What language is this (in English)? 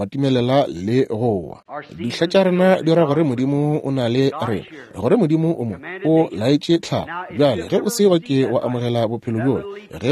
Northern Sotho